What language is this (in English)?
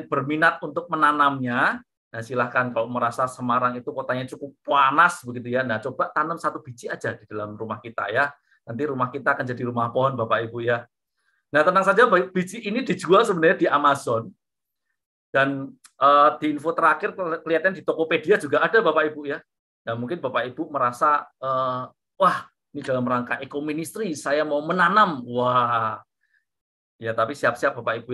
Indonesian